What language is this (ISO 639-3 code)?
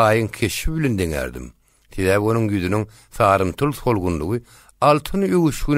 tuk